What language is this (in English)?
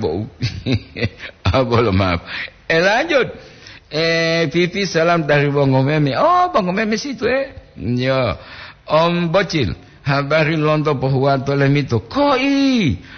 Gorontalo